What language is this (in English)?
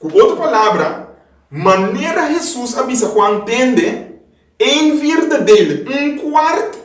Papiamento